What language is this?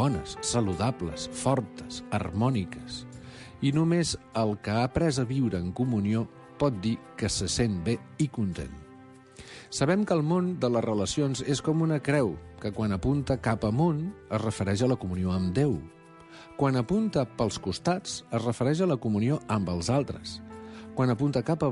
Catalan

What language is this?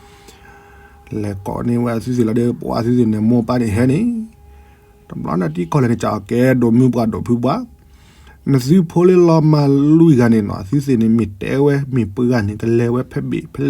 S'gaw Karen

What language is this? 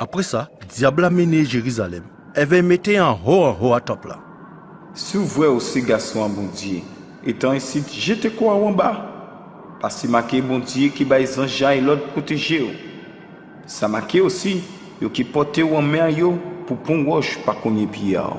Guadeloupean Creole French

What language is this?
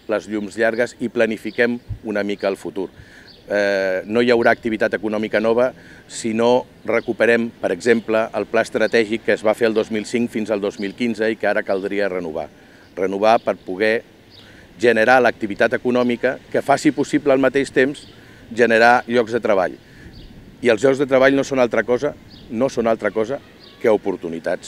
Catalan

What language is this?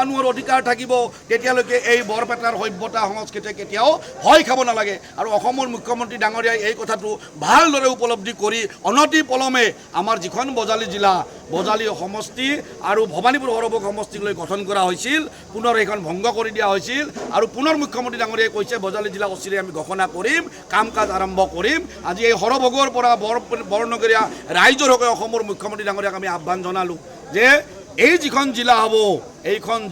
Assamese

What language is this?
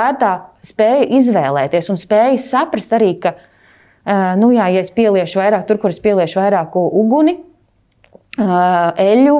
Latvian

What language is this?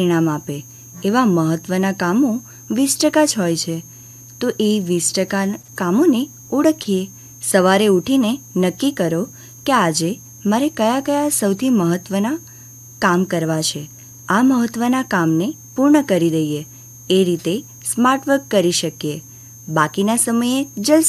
Gujarati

